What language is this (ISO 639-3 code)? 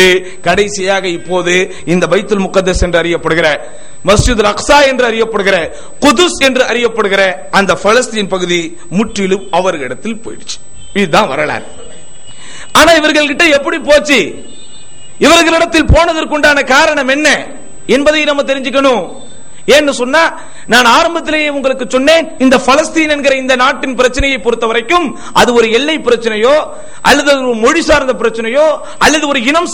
tam